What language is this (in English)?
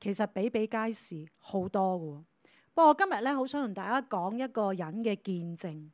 Cantonese